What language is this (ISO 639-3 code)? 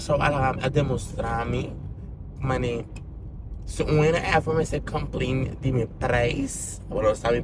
pap